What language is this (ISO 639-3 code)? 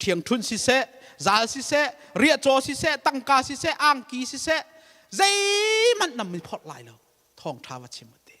cnh